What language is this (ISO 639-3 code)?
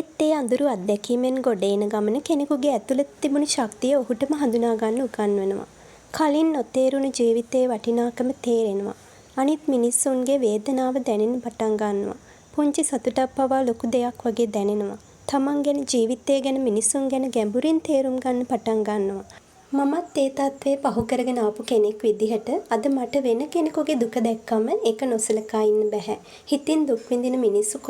sin